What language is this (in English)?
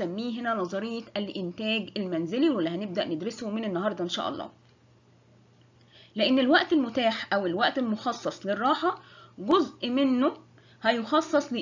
Egyptian Arabic